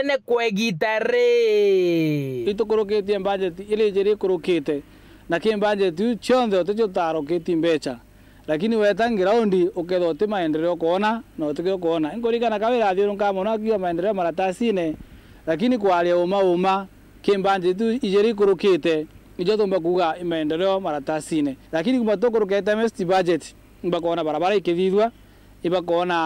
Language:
Meru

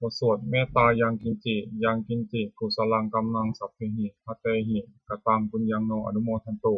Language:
Pali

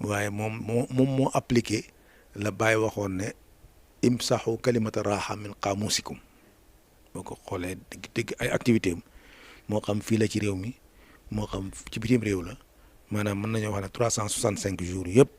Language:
Wolof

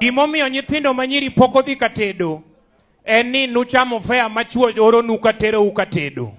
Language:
Luo (Kenya and Tanzania)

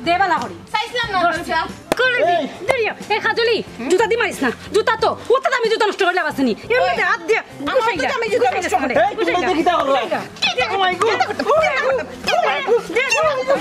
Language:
Sylheti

